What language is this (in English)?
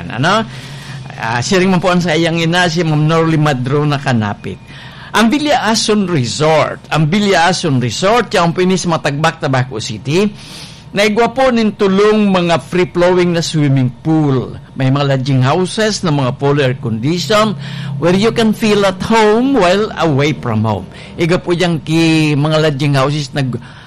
Bikol